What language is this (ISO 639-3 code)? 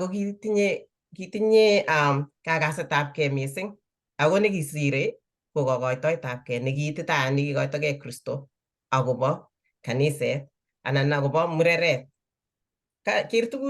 kln